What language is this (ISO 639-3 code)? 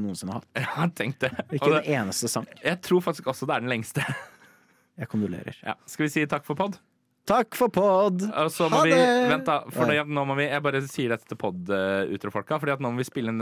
nor